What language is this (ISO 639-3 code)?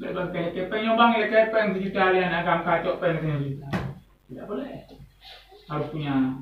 ace